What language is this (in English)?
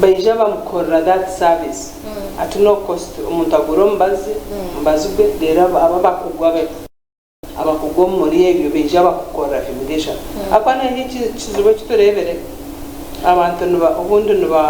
Nyankole